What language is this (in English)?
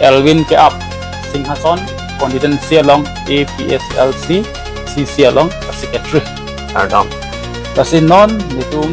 Karbi